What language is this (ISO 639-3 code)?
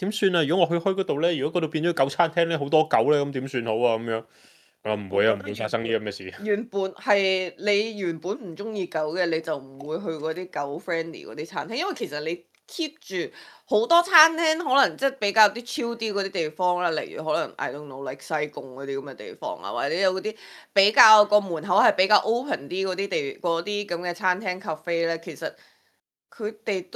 yue